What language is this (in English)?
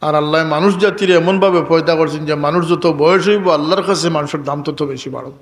Sylheti